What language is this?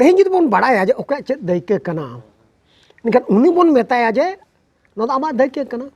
Santali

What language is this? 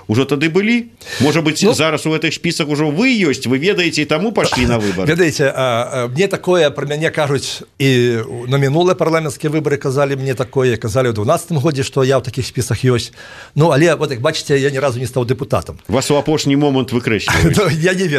Belarusian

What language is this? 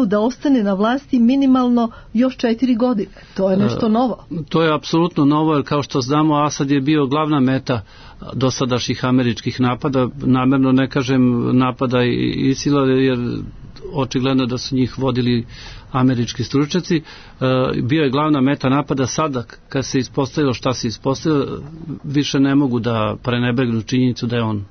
Serbian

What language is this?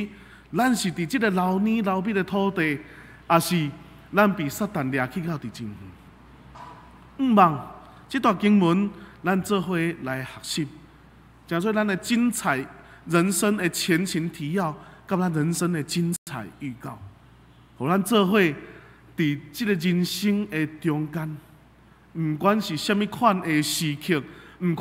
Min Nan Chinese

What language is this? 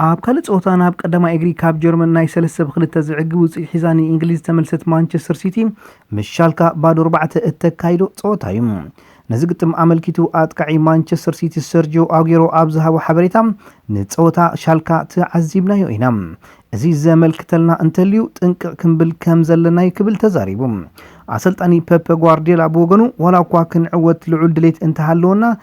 Tigrinya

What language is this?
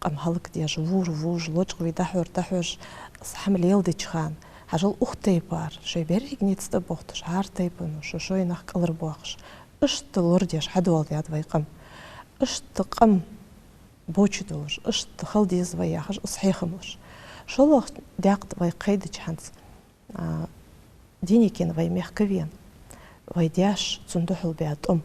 Ingush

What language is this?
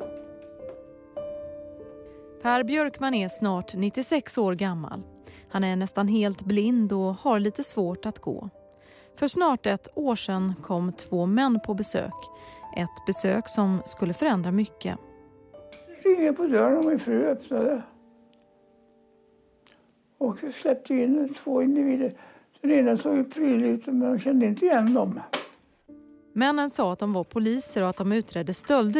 Swedish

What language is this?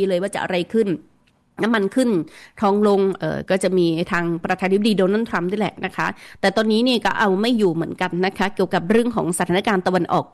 Thai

